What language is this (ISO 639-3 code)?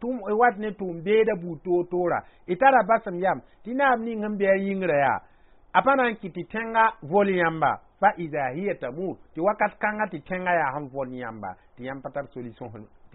mos